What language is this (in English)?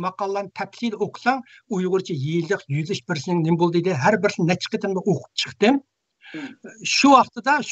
Uyghur